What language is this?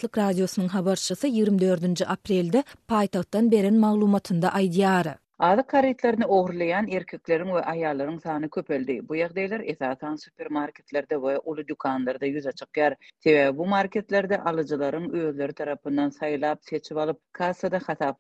Turkmen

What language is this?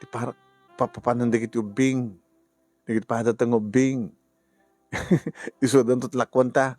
Iloko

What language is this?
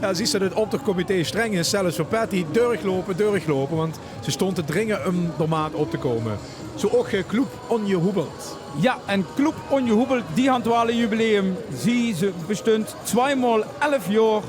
Limburgish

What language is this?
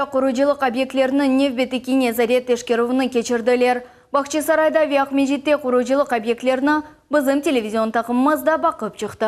Crimean Tatar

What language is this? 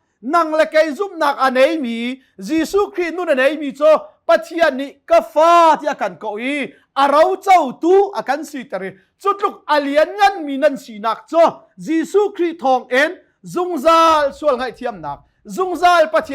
Hakha Chin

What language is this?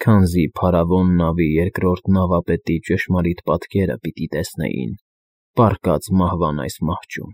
Armenian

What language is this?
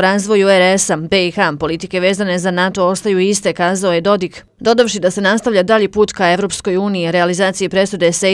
Bosnian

